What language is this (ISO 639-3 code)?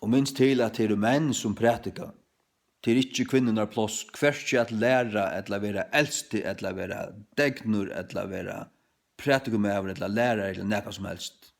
fao